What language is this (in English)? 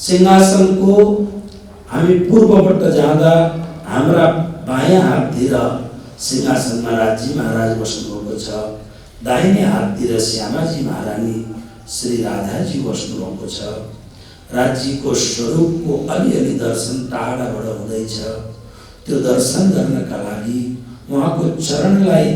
Nepali